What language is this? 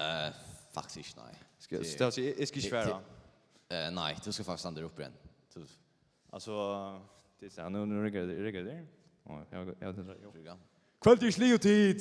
Faroese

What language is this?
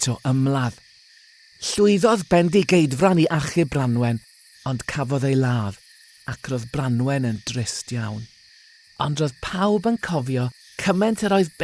Welsh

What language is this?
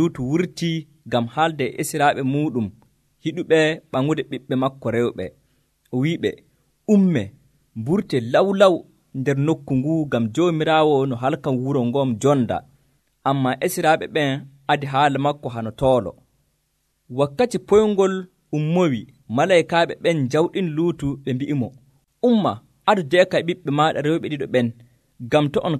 Nigerian Fulfulde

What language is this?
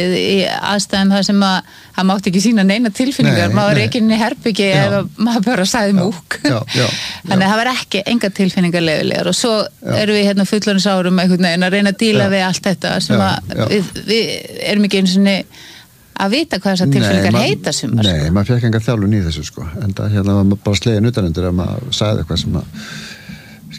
Icelandic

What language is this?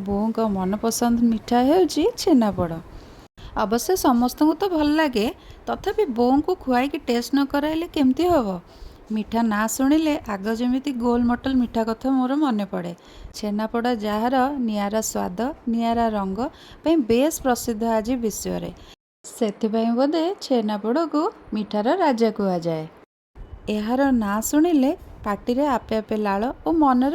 Odia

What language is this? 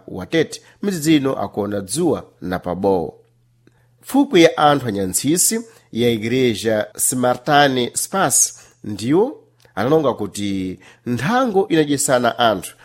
Sena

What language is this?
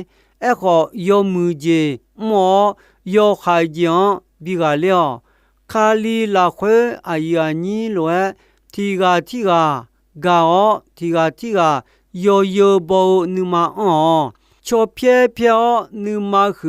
Akha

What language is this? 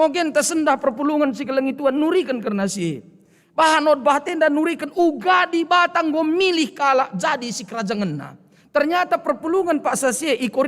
Batak Karo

